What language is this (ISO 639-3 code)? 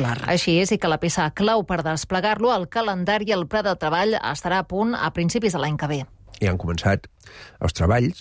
cat